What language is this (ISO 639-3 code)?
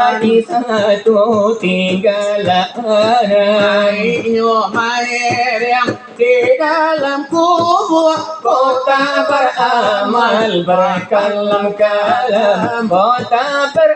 min